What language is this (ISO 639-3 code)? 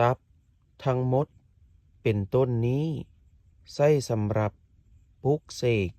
lao